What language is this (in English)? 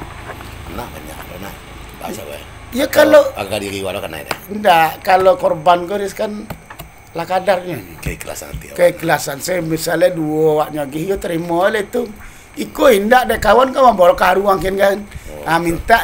Minangkabau